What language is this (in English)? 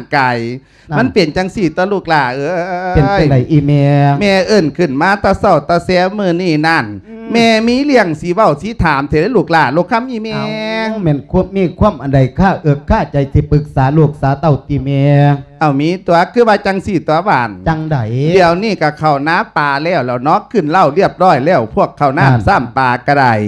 Lao